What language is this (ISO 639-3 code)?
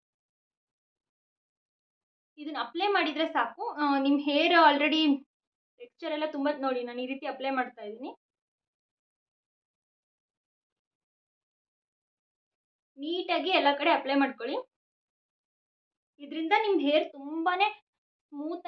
kan